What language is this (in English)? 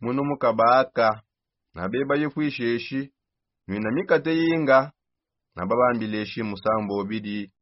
Songe